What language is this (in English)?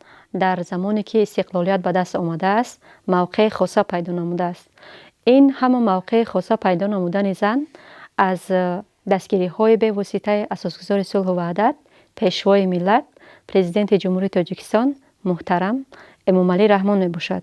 Tajik